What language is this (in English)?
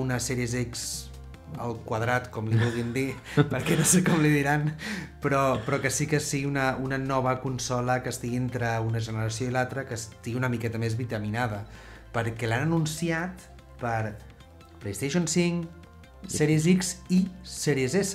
Catalan